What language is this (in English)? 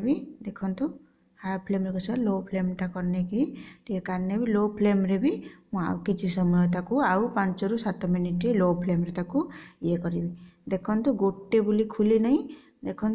Odia